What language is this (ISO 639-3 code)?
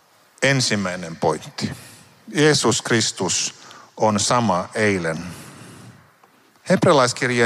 fin